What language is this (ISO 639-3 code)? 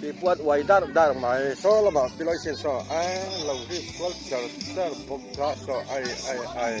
lus